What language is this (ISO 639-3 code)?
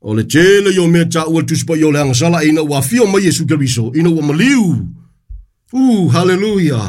smo